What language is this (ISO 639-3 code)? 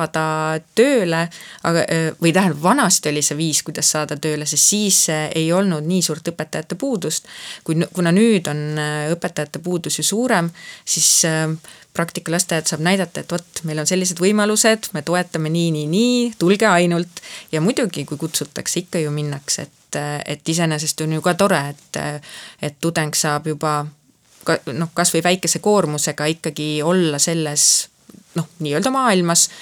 est